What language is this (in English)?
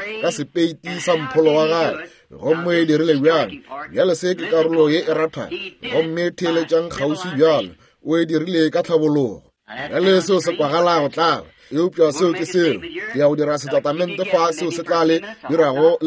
Northern Sotho